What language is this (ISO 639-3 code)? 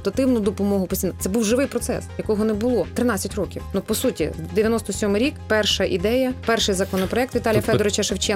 ukr